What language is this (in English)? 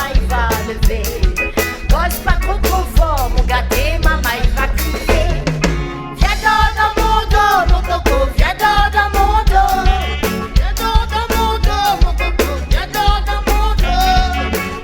Réunion Creole French